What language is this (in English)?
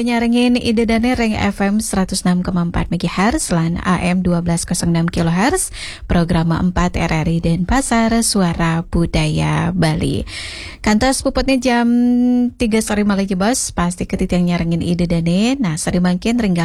Balinese